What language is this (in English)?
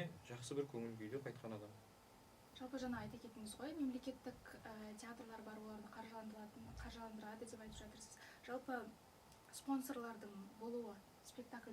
Kazakh